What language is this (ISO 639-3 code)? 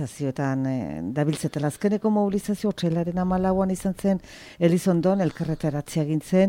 eus